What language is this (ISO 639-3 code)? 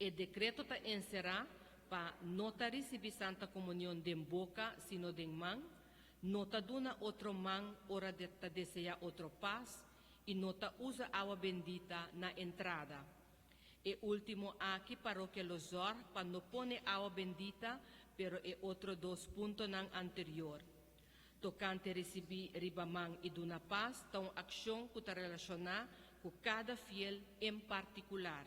pap